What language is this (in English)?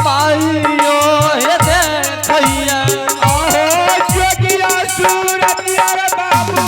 Angika